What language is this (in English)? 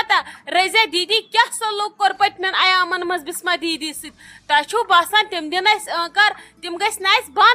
Kashmiri